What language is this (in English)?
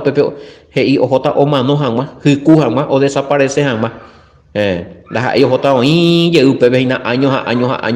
Guarani